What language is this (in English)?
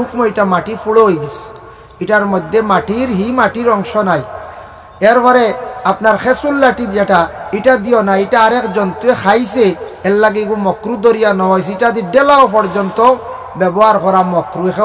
Sylheti